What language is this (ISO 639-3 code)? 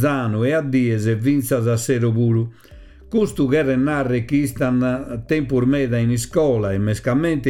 srd